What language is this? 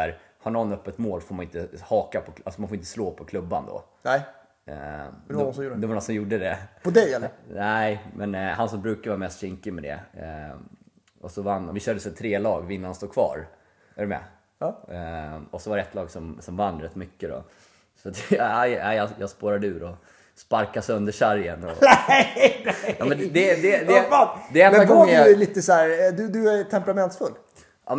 Swedish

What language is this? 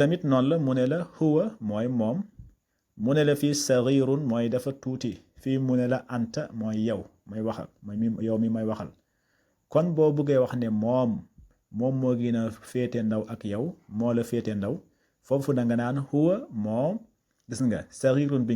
Wolof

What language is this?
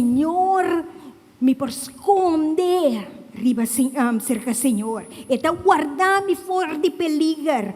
Papiamento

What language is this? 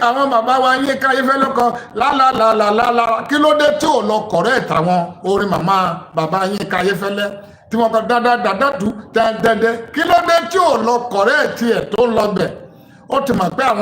Yoruba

